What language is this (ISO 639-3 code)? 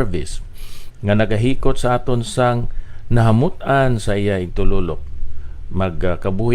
hil